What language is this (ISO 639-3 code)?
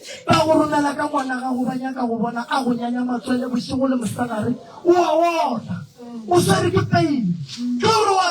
nso